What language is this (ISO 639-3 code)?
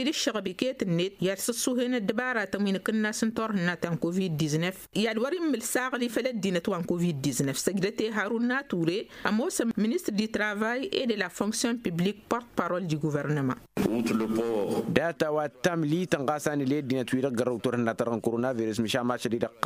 taq